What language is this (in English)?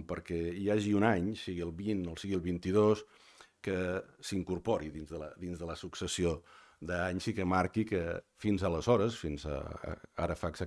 Catalan